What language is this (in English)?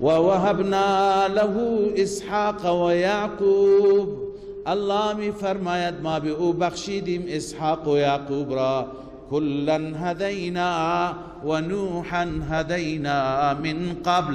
Persian